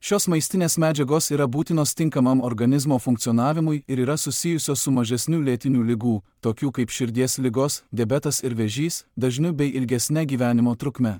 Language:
Lithuanian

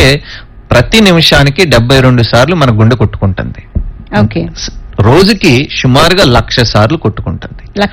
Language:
Telugu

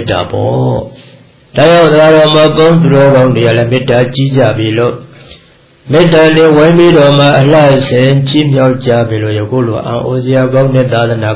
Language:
Burmese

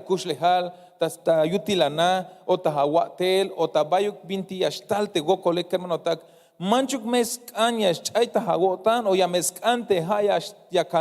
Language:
Tzeltal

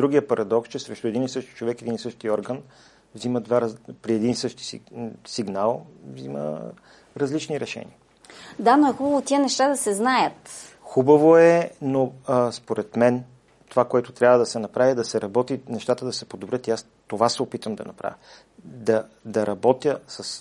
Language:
Bulgarian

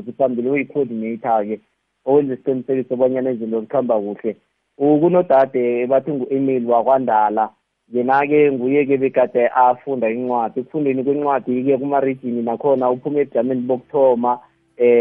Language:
South Ndebele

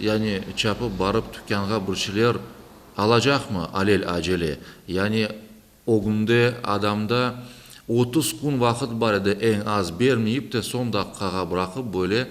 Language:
Crimean Tatar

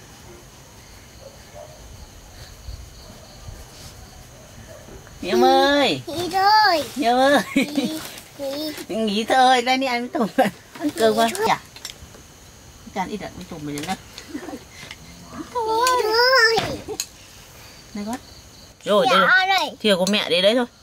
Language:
Vietnamese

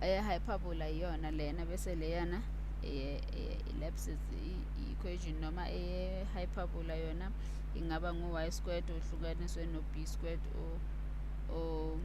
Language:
Zulu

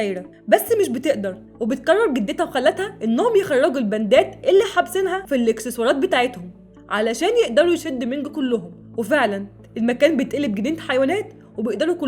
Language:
Egyptian Arabic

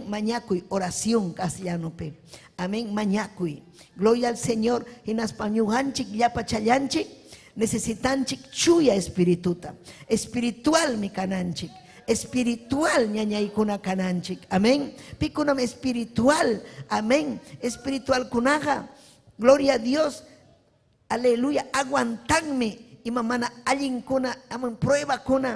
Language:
Ayacucho Quechua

